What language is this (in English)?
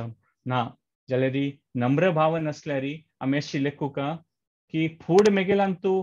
Konkani